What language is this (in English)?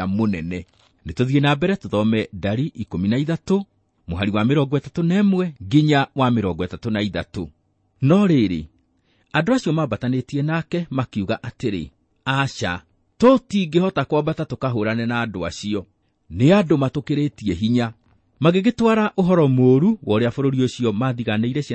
Kikuyu